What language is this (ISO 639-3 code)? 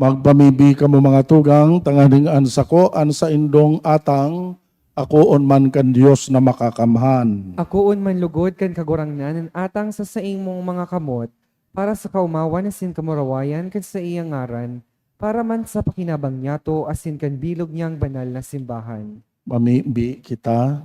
bik